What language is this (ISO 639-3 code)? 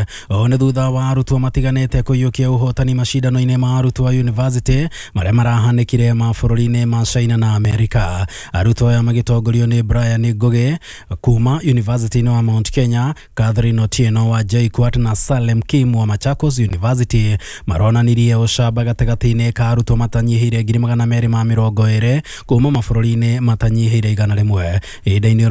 kik